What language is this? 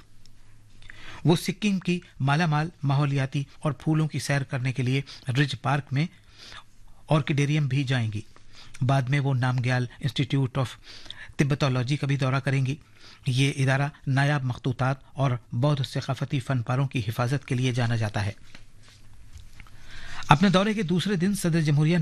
Urdu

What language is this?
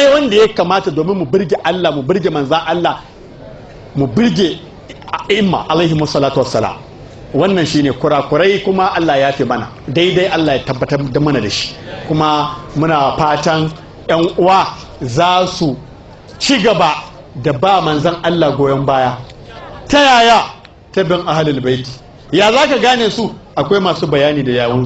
Hausa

